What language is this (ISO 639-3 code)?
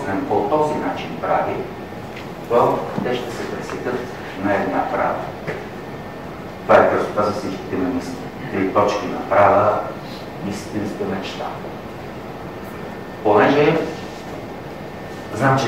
bul